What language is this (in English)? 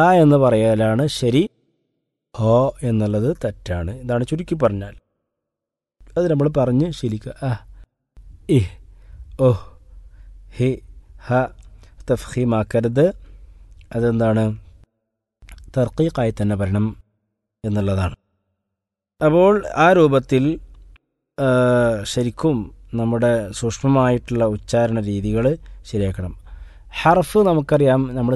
Malayalam